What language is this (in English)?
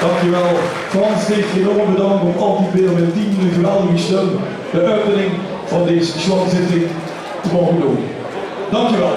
Limburgish